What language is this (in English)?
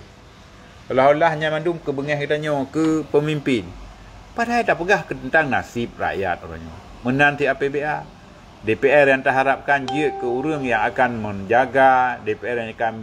Achinese